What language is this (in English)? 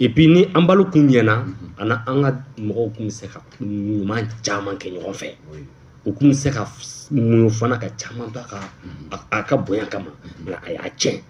Bambara